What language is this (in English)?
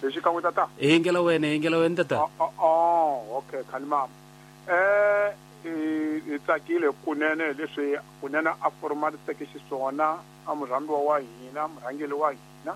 Tsonga